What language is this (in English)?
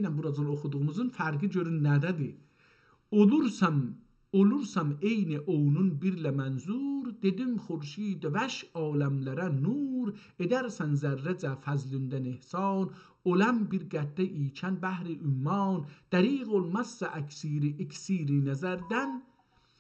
South Azerbaijani